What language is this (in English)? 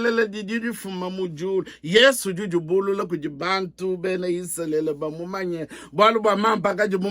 Luba-Lulua